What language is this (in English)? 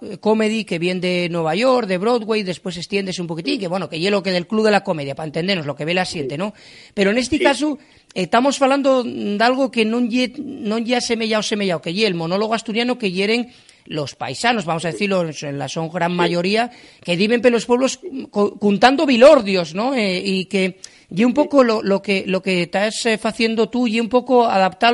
Asturian